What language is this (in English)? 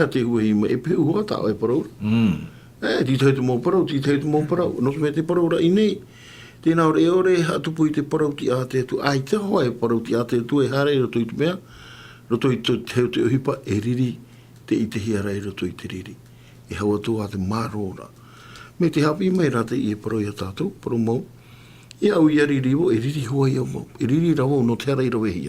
Tahitian